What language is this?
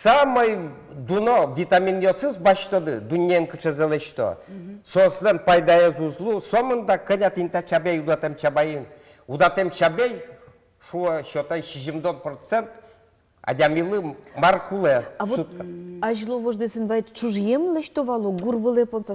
Udmurt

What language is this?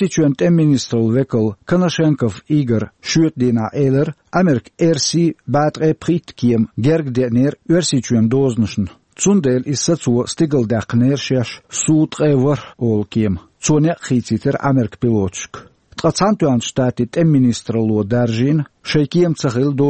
Chechen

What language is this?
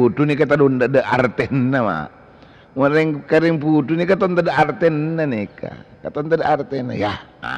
Madurese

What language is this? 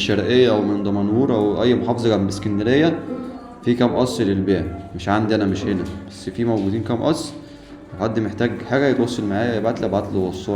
Egyptian Arabic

